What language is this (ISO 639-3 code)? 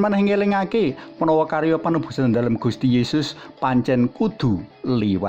jav